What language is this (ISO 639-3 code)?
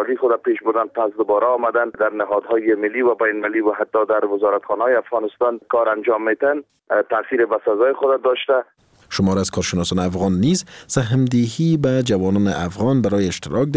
fas